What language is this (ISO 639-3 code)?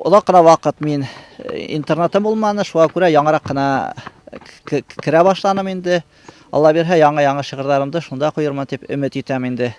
bak